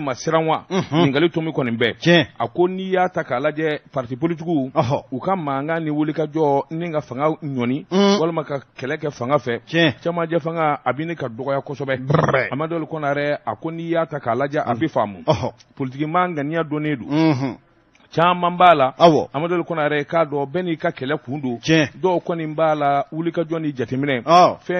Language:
Bambara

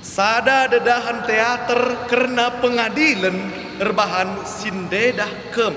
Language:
Batak Karo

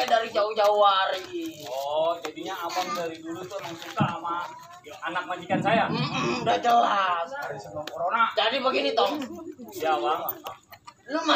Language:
Betawi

